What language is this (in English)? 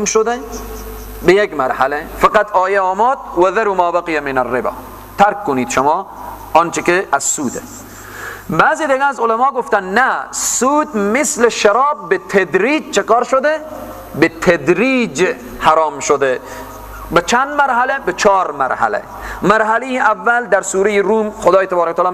Persian